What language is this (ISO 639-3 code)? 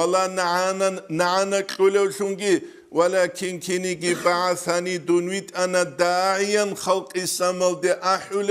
ava